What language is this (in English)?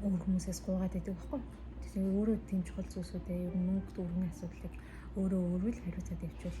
Mongolian